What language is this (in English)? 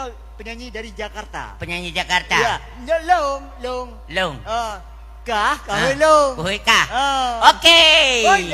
Achinese